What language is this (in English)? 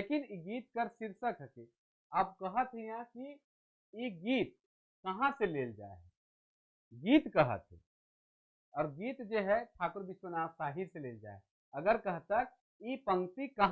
Sadri